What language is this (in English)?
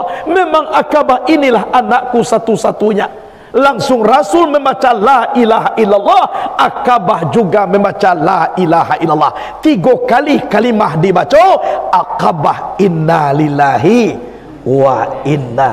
Minangkabau